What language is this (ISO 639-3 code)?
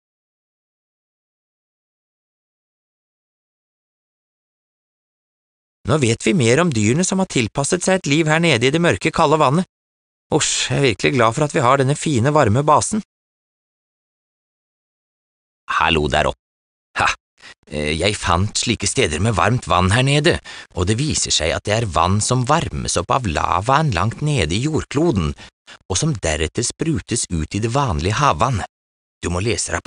nor